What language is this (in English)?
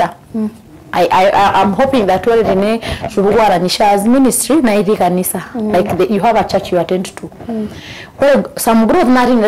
Masai